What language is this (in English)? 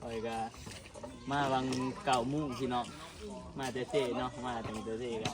Northeastern Thai